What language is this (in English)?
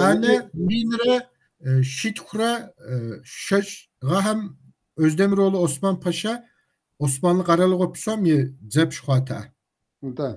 Kabardian